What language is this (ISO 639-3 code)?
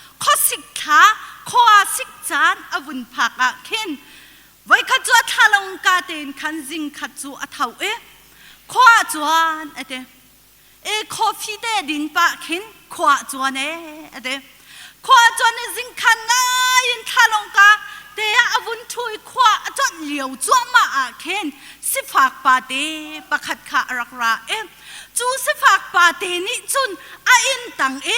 cnh